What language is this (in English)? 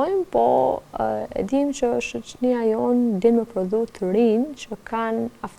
Albanian